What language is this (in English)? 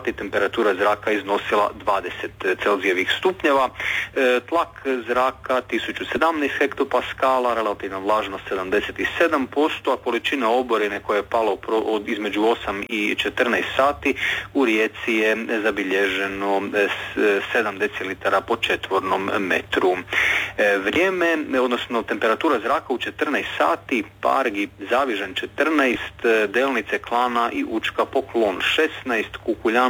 Croatian